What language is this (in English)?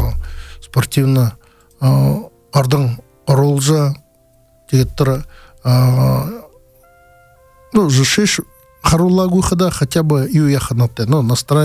Buriat